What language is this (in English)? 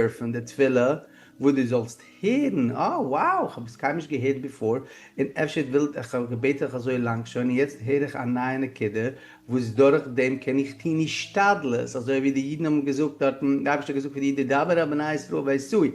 Yiddish